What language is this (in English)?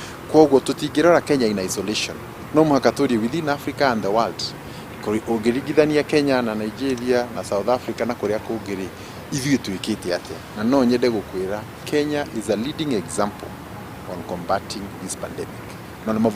Kikuyu